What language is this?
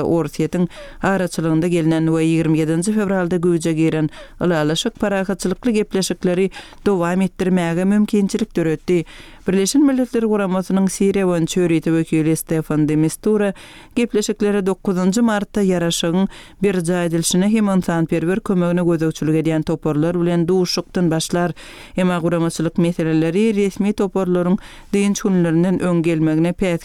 Turkmen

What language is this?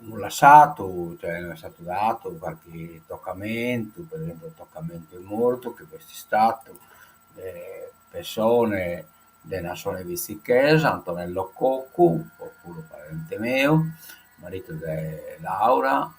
Sardinian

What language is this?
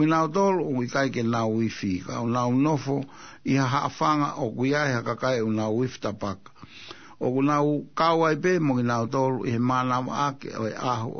Tongan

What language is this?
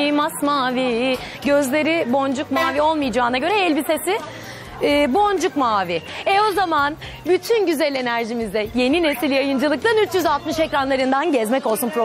Turkish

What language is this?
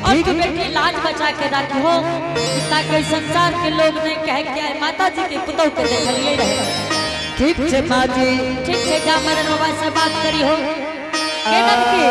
Angika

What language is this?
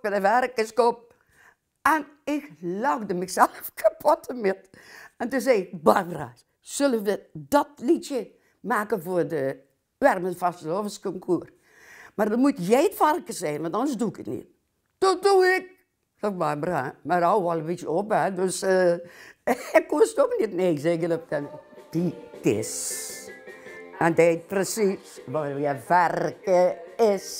Limburgish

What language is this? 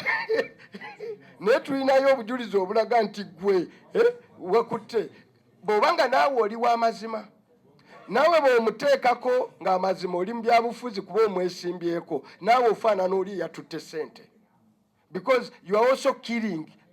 Ganda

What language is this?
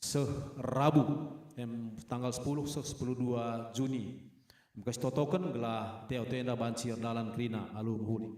Batak Karo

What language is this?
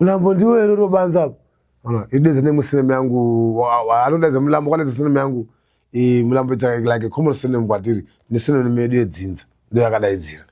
Shona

